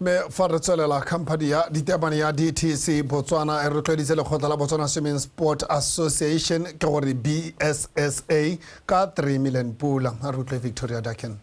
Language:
Tswana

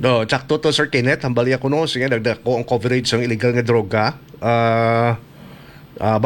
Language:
Hiligaynon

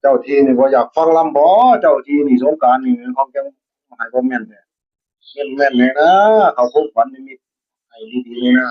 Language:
Northeastern Thai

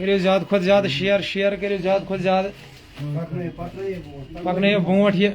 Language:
Kashmiri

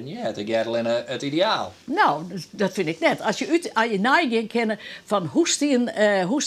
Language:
Western Frisian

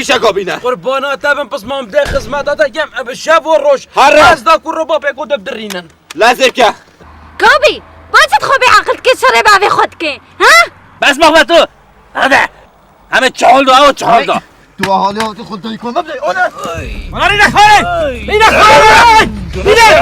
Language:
Kurdish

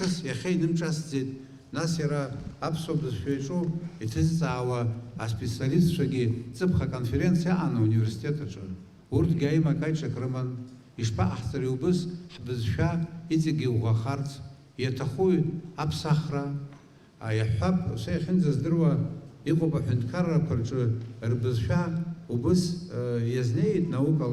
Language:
Abkhazian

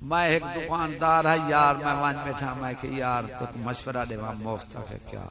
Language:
Saraiki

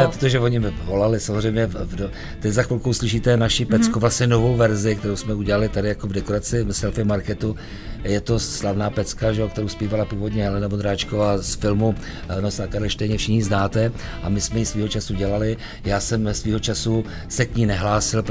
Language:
Czech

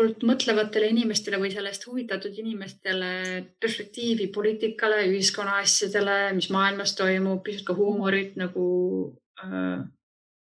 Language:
Estonian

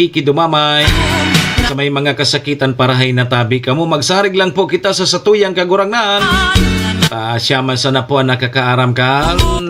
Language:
Bikol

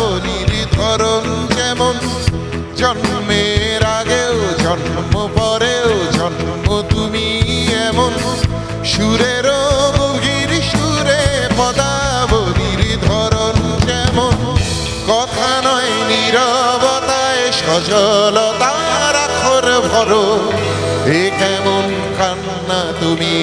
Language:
Bangla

